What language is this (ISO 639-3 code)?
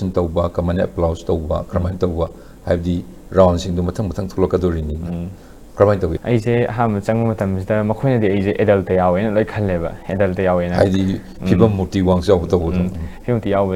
mni